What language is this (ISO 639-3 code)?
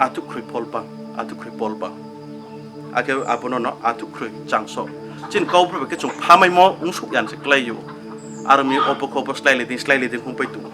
ria